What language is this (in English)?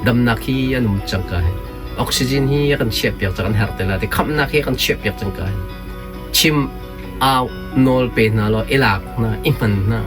Hakha Chin